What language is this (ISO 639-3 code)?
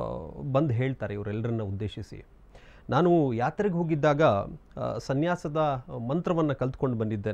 kan